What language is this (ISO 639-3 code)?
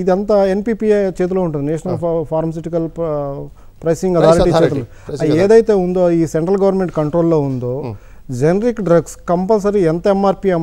tel